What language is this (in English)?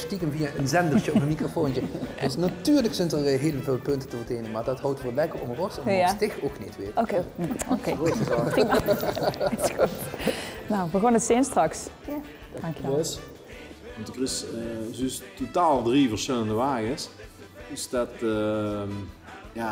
Limburgish